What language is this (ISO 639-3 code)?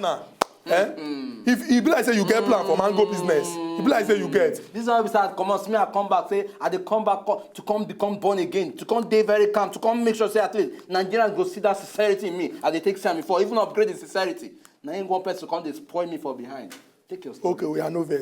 pcm